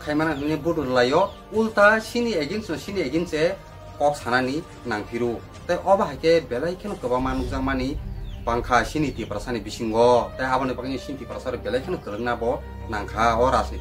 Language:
Kok Borok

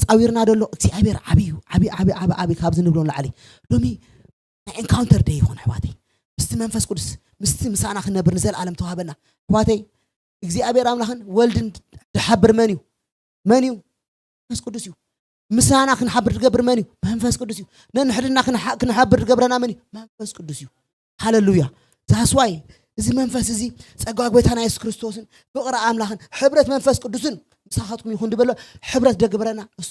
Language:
Tigrinya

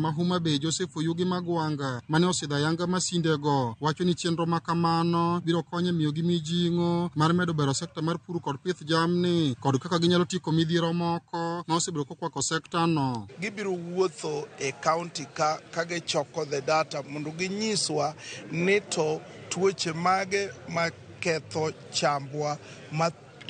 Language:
Luo (Kenya and Tanzania)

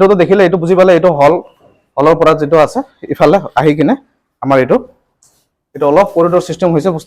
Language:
Assamese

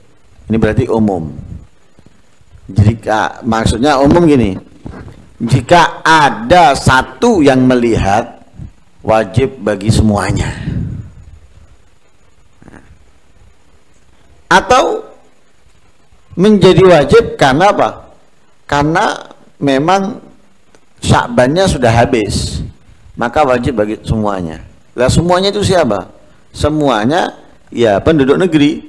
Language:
Indonesian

